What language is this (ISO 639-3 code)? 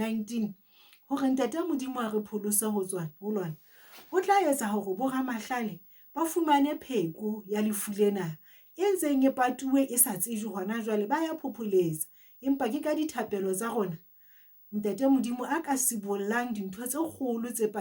sot